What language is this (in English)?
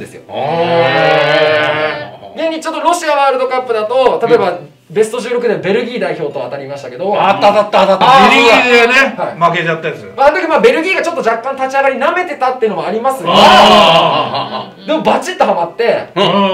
Japanese